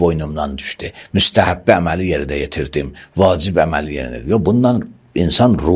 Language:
Azerbaijani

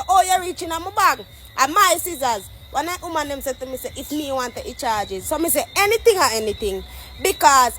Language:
Jamaican Creole English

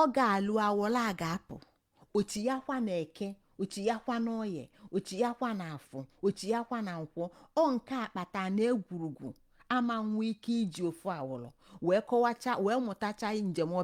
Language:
Igbo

